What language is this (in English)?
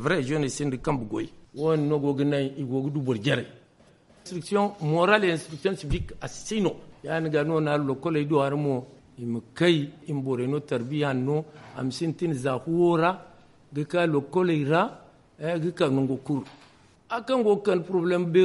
Zarma